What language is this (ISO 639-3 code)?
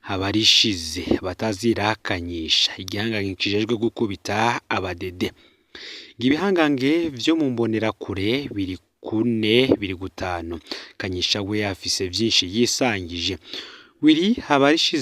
run